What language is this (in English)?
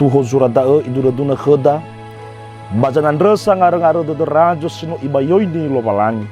Nias